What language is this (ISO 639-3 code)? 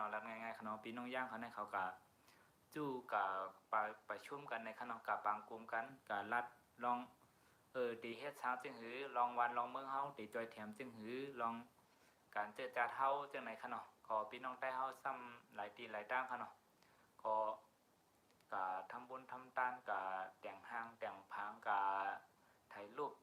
shn